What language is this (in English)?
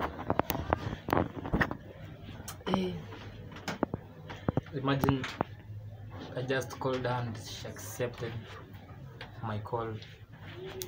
Swahili